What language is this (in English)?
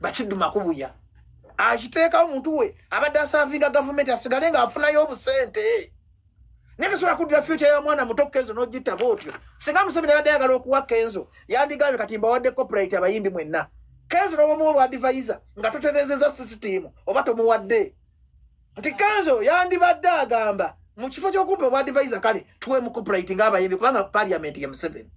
Ganda